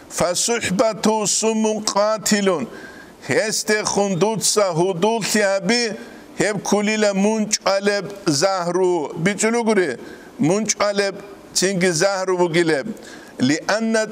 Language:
Avaric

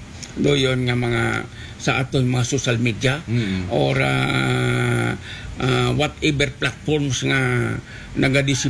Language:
Aklanon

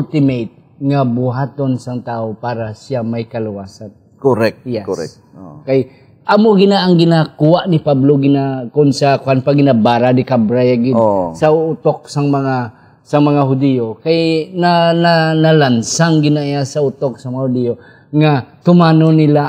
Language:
Hiligaynon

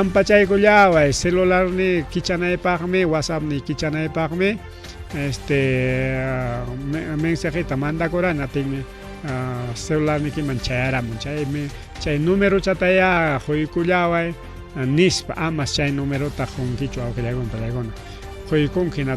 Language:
Ayacucho Quechua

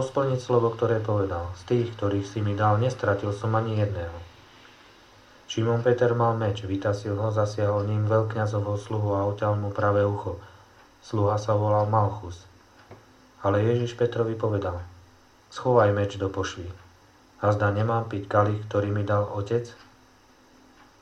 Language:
Slovak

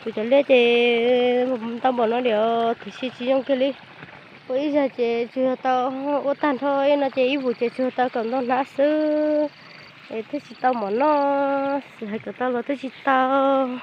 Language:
Hmong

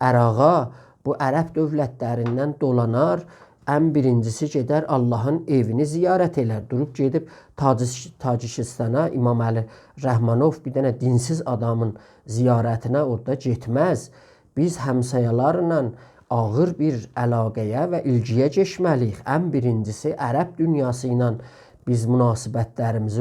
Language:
South Azerbaijani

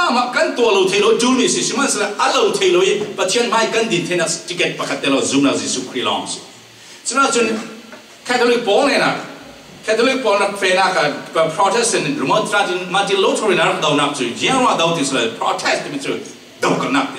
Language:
Falam Chin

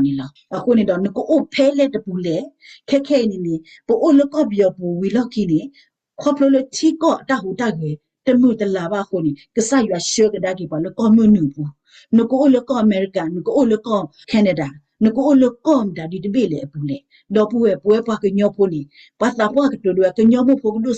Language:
S'gaw Karen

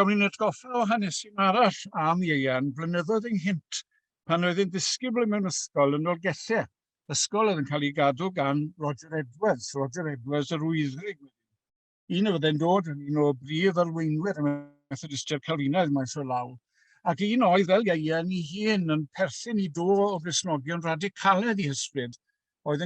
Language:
Welsh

